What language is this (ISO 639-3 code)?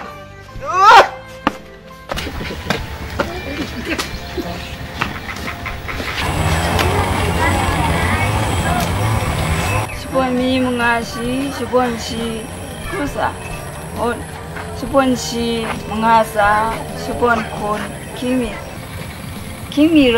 tha